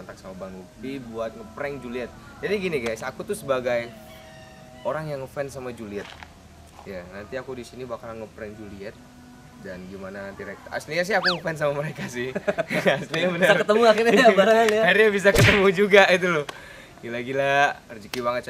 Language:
Indonesian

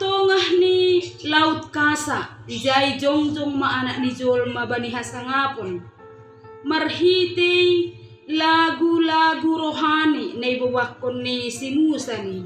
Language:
Batak Simalungun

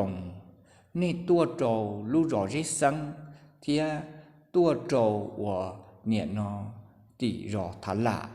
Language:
Hmong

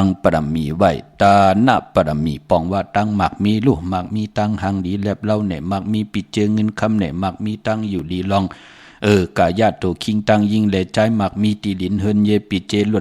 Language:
Shan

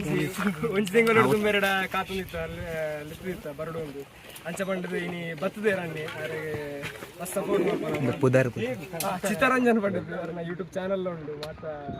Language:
Tulu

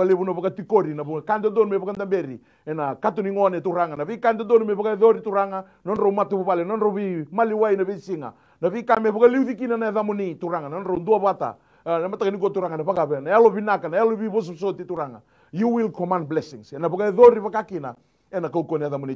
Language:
Fijian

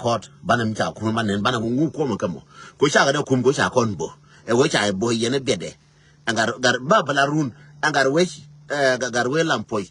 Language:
Nuer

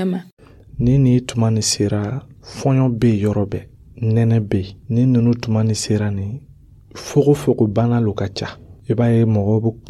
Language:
Dyula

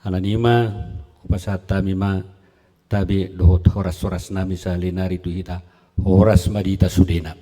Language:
Batak Toba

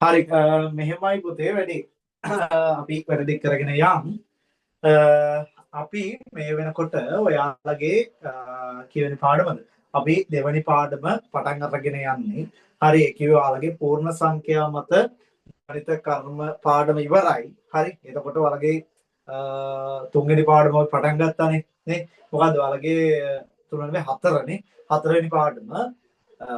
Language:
Sinhala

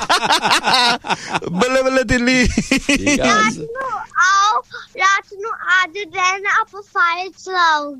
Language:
Punjabi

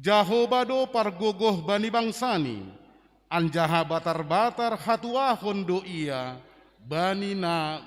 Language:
Batak Simalungun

